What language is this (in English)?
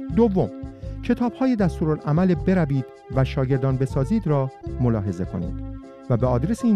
Persian